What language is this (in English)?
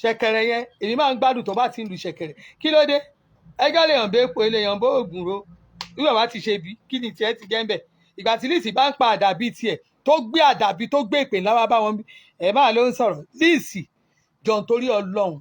Yoruba